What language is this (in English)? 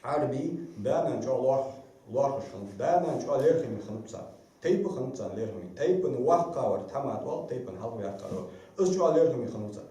Ingush